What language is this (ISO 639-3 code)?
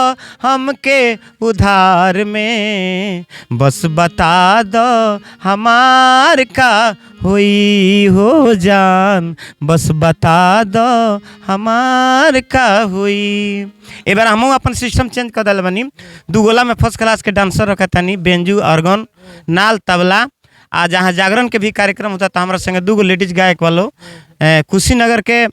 bho